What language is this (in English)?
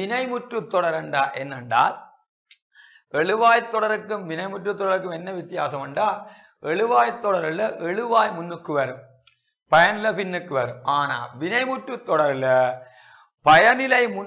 Tamil